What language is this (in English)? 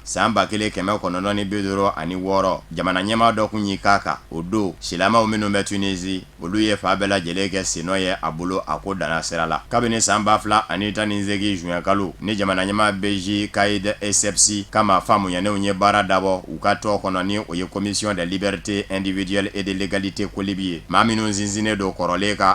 Bambara